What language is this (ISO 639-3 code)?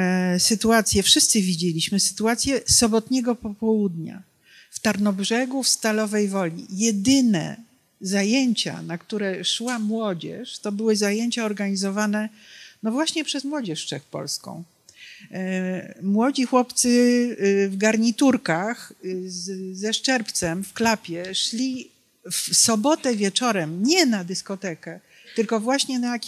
pol